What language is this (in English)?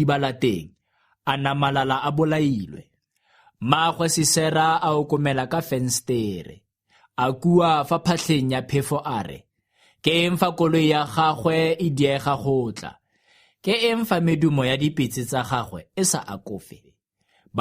Tswana